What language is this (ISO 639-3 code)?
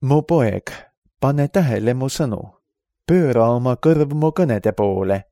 est